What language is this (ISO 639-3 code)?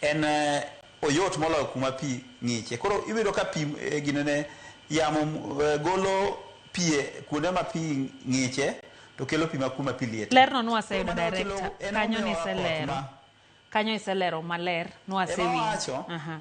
luo